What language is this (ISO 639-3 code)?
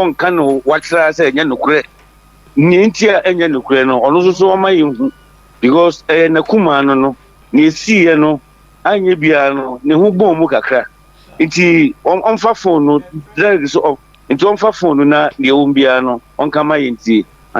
aka